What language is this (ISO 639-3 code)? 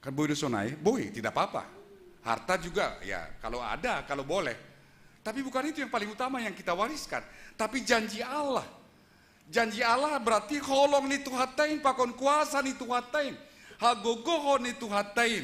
bts